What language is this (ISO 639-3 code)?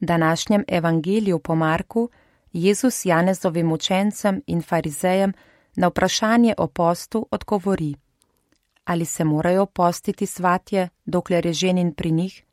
slv